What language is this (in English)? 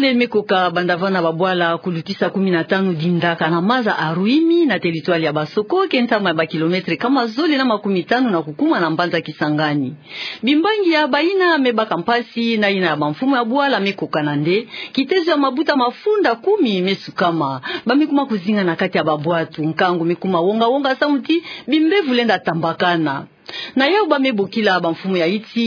Kituba (Democratic Republic of Congo)